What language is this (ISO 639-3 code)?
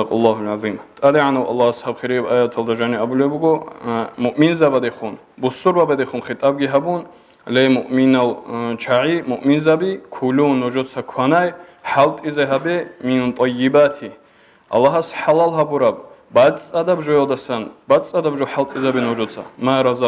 ava